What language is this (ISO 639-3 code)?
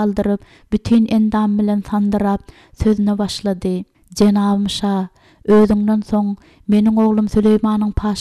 tuk